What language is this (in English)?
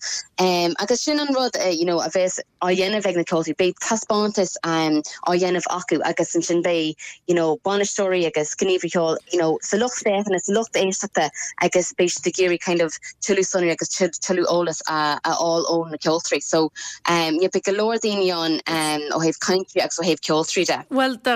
Irish